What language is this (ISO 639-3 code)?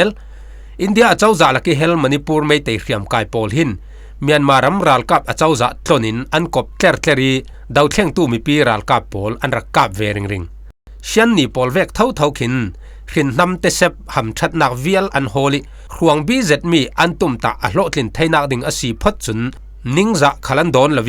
cfm